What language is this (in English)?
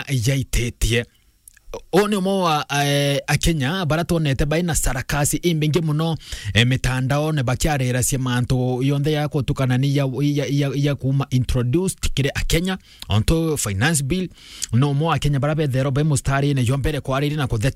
Meru